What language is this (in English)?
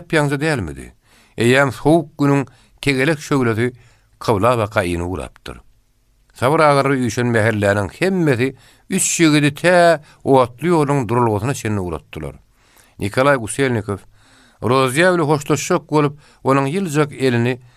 Turkmen